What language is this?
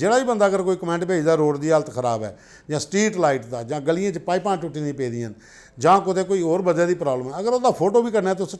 Dogri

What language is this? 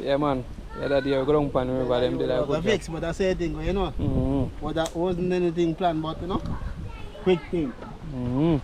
Jamaican Creole English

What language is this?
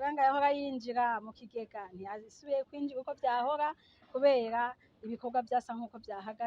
Rundi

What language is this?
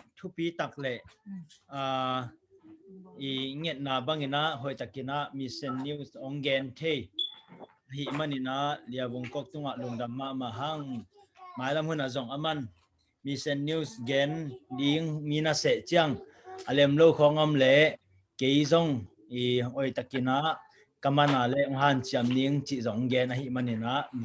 Tedim Chin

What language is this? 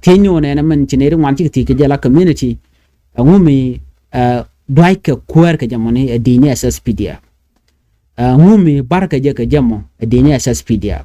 Nuer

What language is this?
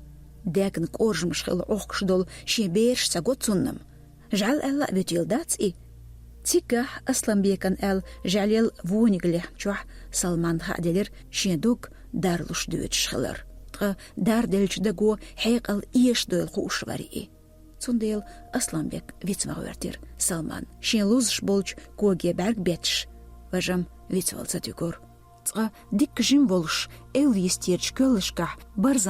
Chechen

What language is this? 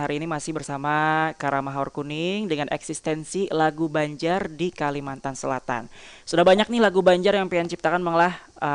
Banjar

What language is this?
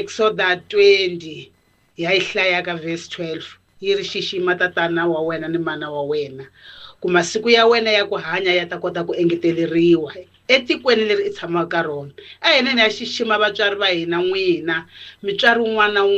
Tsonga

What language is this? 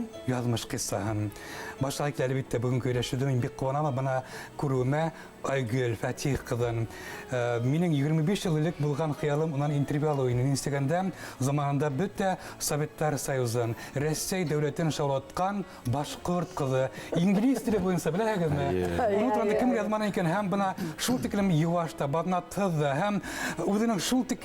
Bashkir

